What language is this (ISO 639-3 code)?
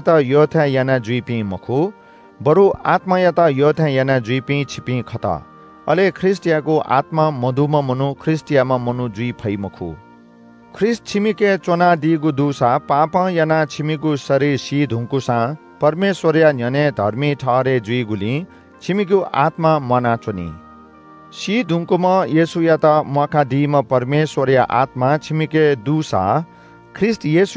new